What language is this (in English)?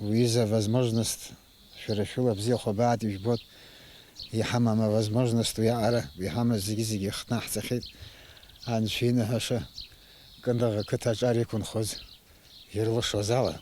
Abkhazian